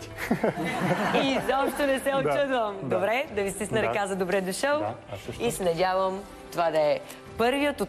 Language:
Bulgarian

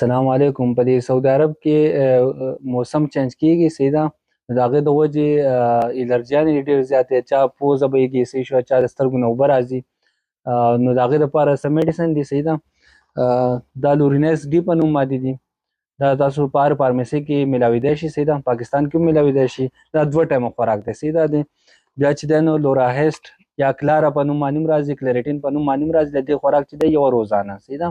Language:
Pashto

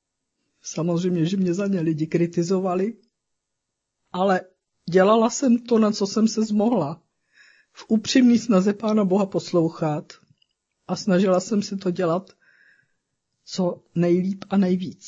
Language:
Czech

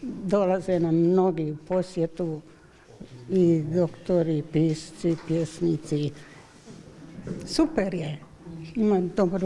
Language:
Croatian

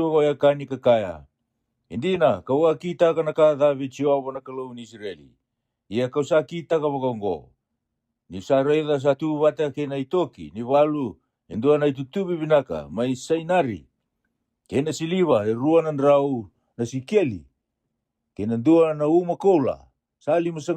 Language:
Fijian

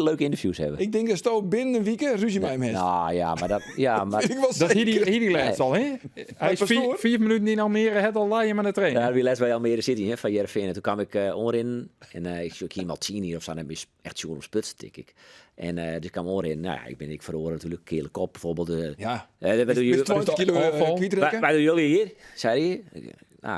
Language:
Western Frisian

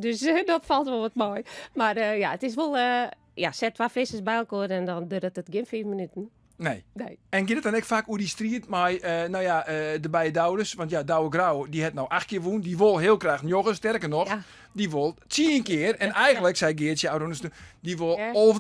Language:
Western Frisian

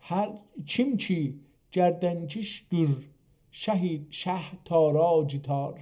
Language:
South Azerbaijani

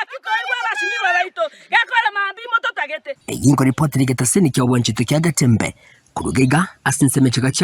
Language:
Gusii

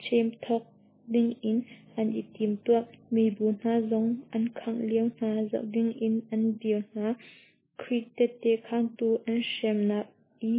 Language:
Hakha Chin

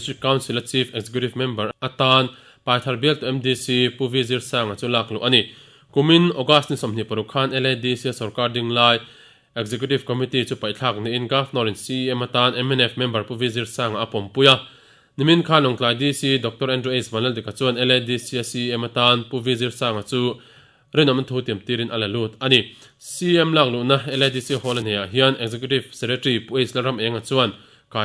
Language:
Mizo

